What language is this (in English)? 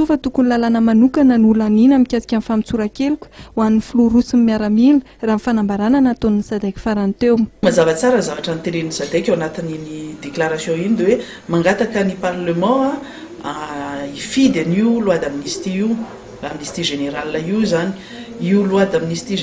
Malagasy